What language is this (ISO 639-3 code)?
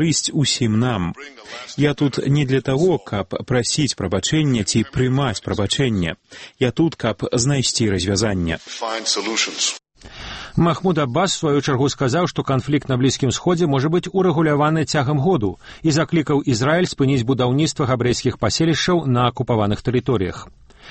bel